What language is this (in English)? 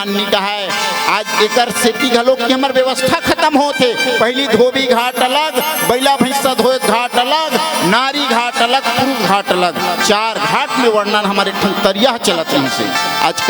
Chhattisgarhi